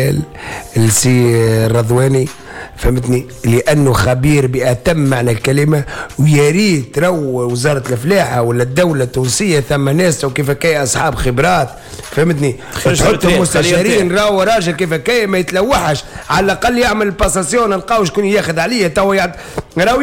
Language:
Tunisian Arabic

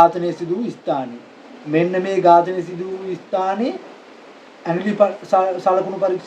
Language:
Sinhala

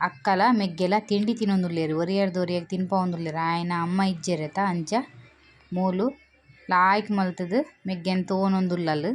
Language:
Tulu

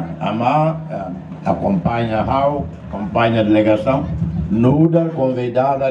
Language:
Tetum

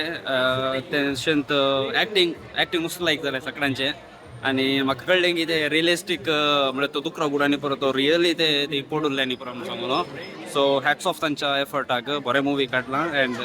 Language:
Konkani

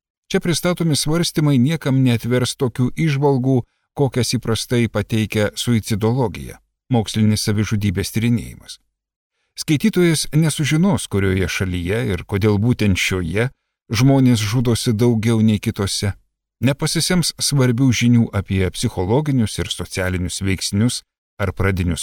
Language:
Lithuanian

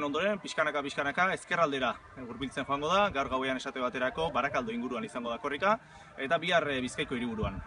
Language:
Basque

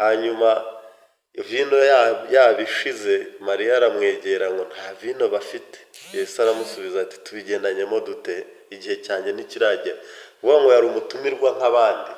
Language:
Kinyarwanda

